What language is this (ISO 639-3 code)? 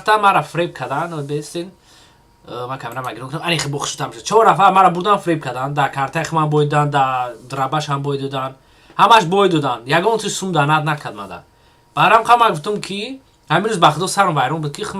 tgk